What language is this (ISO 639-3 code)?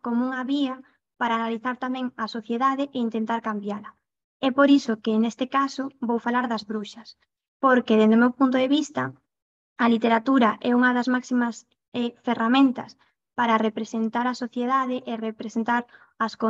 glg